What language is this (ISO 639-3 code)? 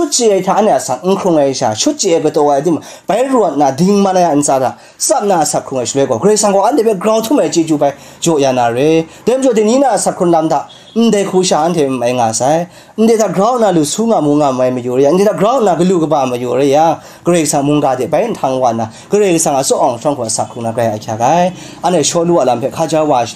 kac